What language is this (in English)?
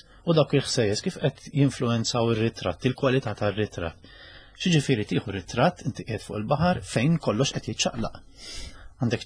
Maltese